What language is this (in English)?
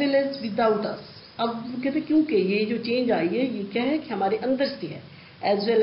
Urdu